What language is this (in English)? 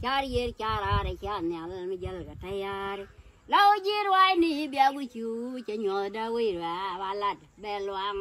Nuer